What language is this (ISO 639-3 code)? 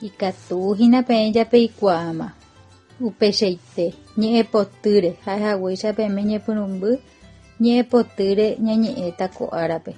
grn